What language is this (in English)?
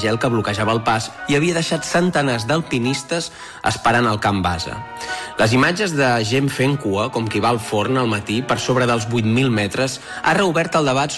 Catalan